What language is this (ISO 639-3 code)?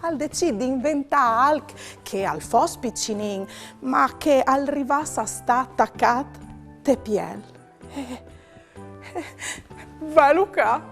fur